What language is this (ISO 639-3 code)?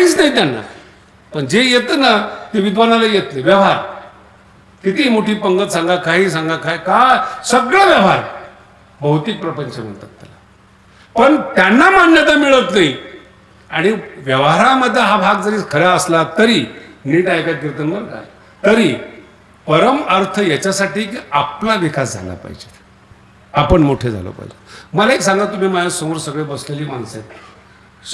mar